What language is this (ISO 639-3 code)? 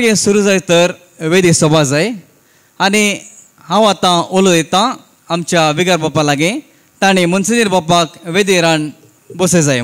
kok